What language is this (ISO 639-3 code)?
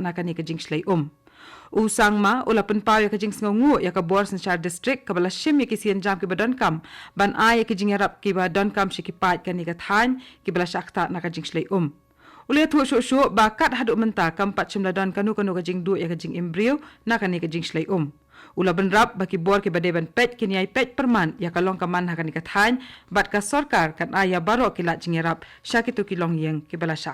kha